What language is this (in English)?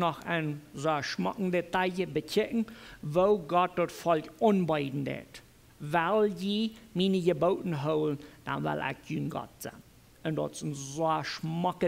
Plautdietsch